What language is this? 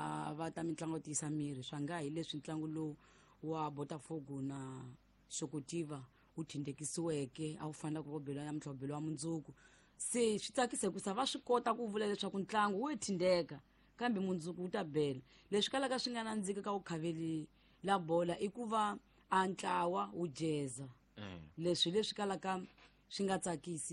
Tsonga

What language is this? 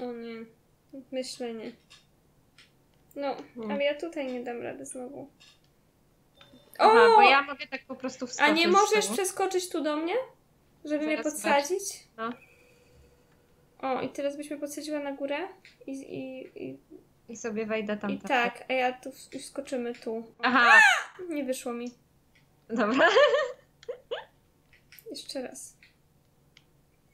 Polish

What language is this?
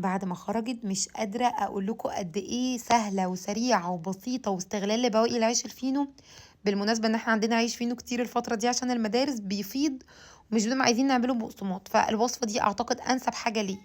Egyptian Arabic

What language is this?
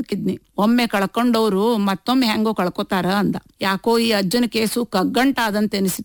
Kannada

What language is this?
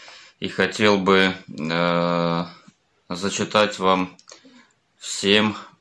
Russian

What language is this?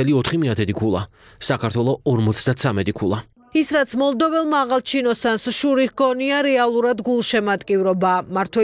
Georgian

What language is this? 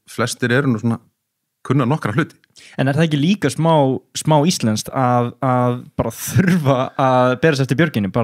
Icelandic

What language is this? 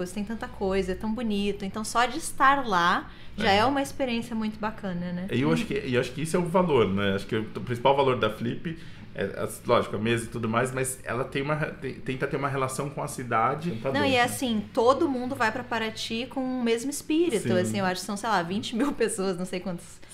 Portuguese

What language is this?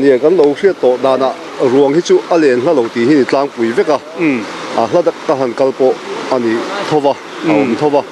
Mizo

